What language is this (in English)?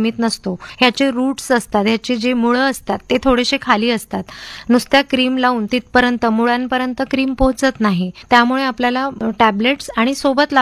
Marathi